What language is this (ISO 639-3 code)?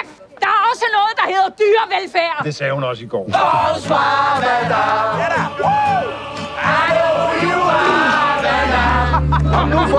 dan